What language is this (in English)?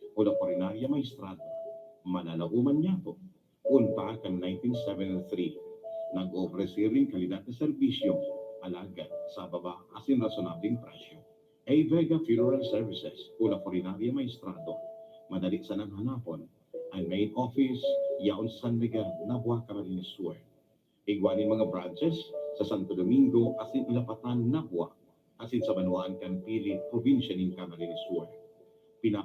Bikol